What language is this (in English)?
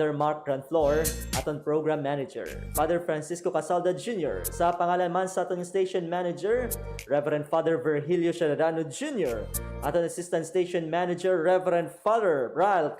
Hiligaynon